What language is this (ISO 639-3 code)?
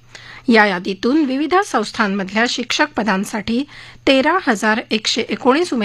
mar